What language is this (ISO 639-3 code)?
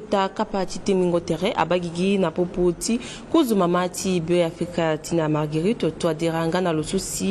sag